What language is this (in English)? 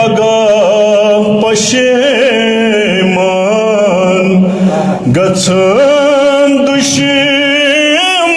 Kashmiri